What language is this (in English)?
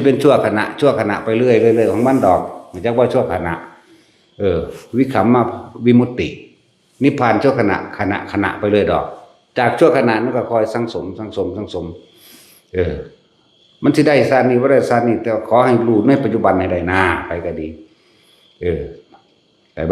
Northeastern Thai